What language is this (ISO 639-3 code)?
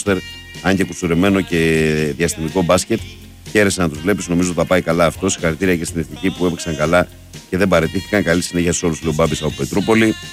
ell